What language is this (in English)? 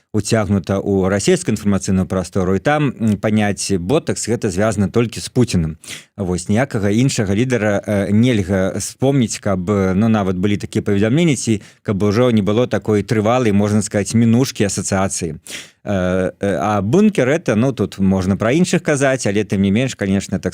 Belarusian